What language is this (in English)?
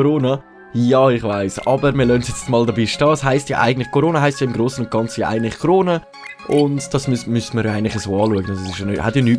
Swiss German